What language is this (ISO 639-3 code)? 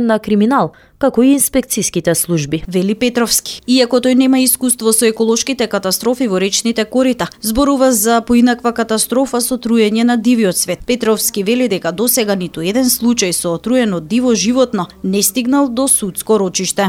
mkd